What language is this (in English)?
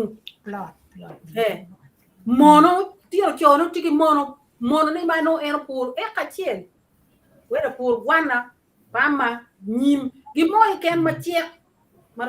Acoli